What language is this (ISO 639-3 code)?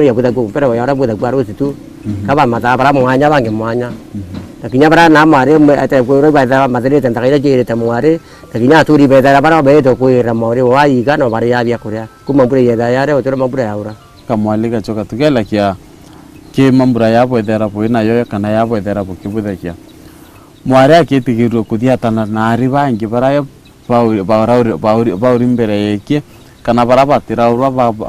mer